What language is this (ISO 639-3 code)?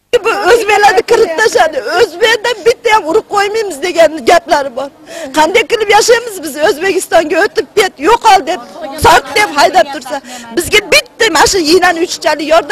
uzb